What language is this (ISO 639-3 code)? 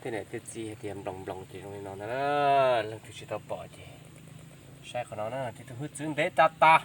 hmn